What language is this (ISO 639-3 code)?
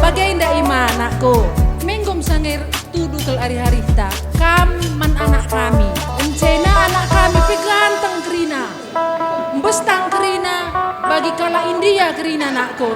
btx